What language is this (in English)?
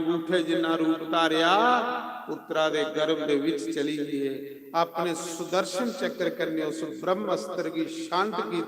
Dogri